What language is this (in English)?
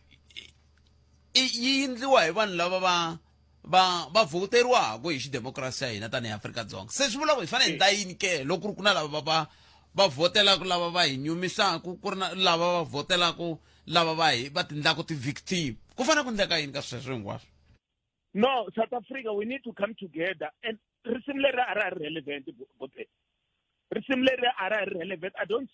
Tsonga